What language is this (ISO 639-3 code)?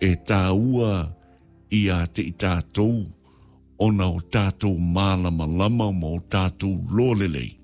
smo